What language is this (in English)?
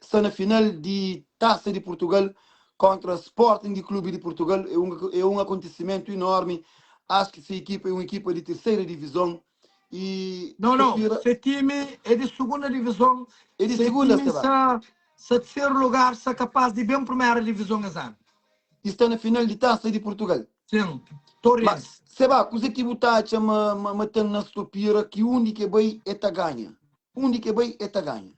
Kabuverdianu